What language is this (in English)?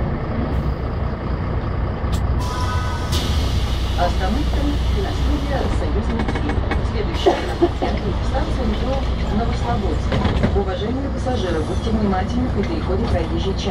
Russian